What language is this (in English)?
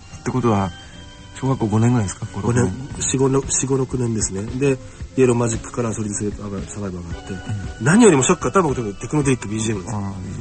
Japanese